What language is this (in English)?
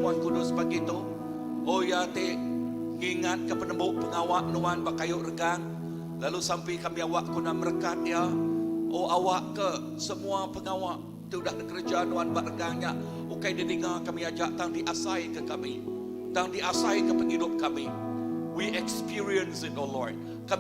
Iban